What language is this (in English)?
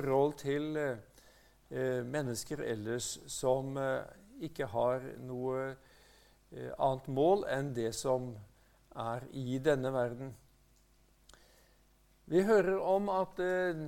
Norwegian